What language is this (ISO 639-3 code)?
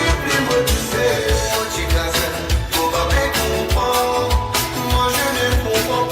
mfe